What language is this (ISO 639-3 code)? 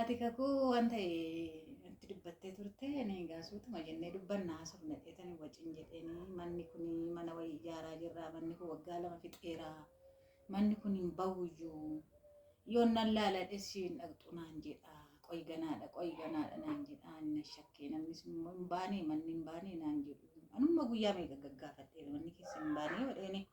orm